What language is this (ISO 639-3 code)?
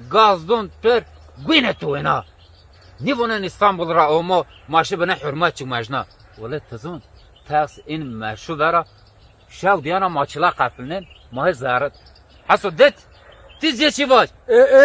zza